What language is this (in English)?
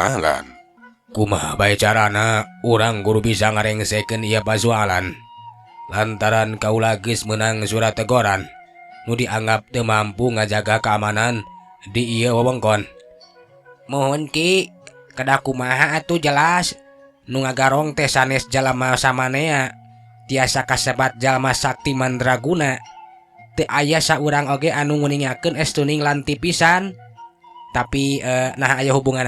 Sundanese